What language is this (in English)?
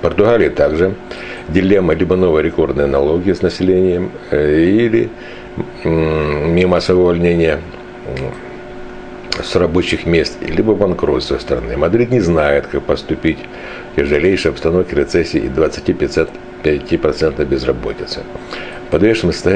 Russian